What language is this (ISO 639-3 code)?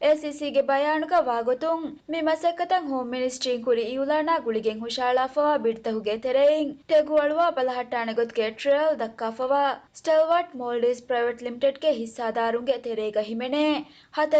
div